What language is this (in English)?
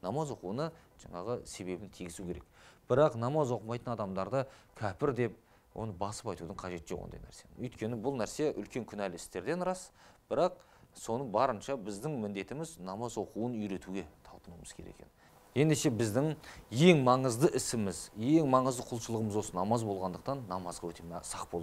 Kazakh